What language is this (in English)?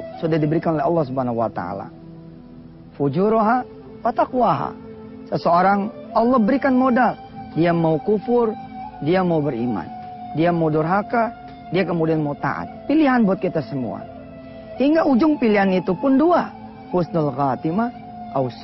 Indonesian